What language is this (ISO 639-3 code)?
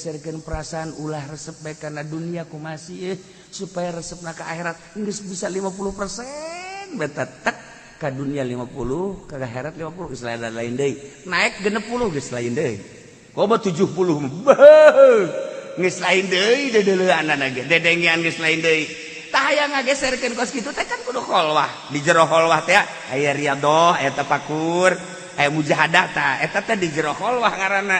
sun